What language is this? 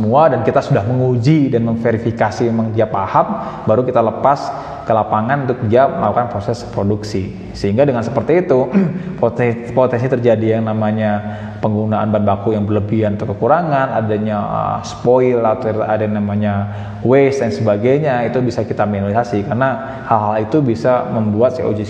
Indonesian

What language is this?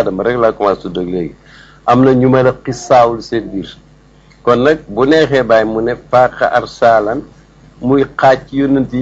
Wolof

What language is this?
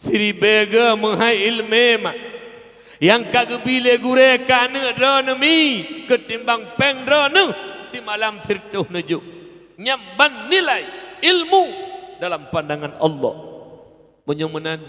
Achinese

